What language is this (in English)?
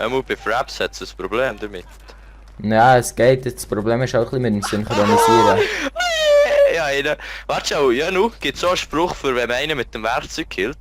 Swiss German